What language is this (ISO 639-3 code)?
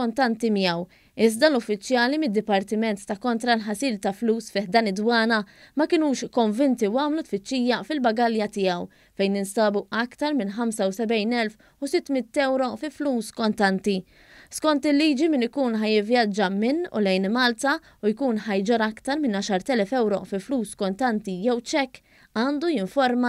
mlt